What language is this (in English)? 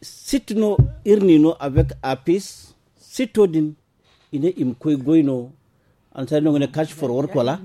Zarma